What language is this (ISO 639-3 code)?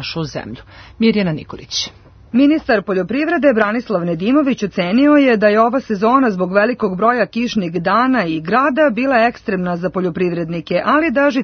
srp